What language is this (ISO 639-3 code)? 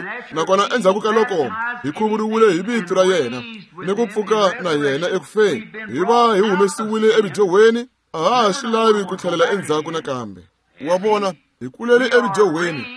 tso